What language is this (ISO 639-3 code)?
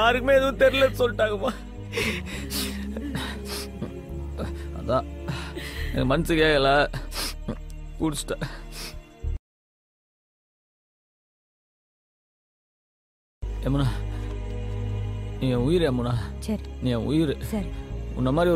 tam